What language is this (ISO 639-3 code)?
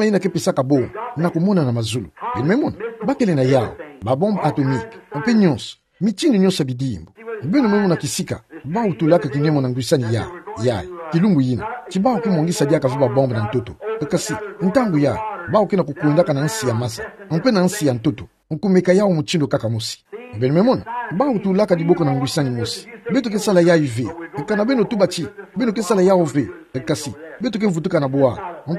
ktu